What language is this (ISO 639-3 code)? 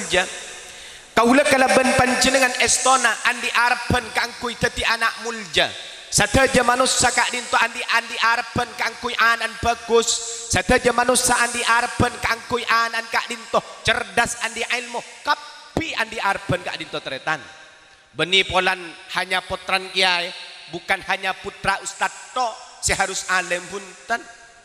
mad